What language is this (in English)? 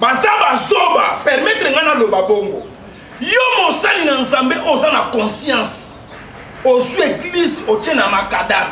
Lingala